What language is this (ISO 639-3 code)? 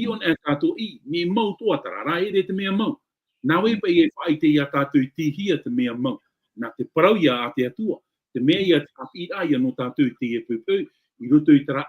tah